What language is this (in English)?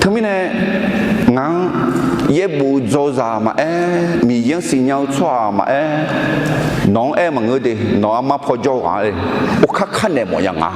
Akha